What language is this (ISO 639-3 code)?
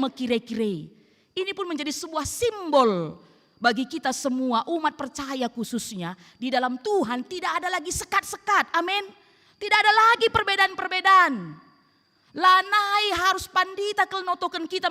btx